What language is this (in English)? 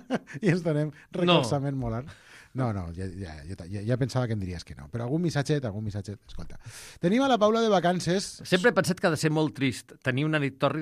Catalan